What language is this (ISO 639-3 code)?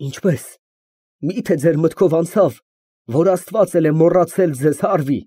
hye